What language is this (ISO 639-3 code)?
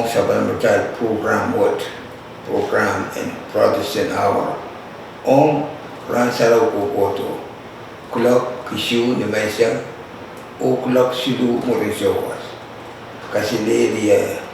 pon